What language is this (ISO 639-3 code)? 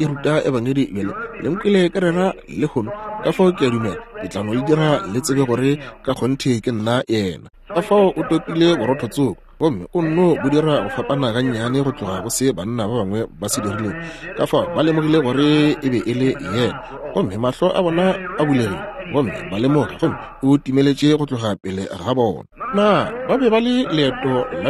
nso